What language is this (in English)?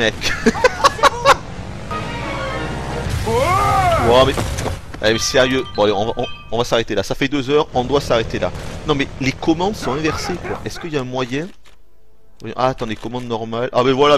French